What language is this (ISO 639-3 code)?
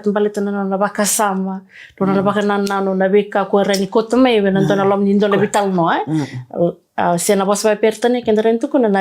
fij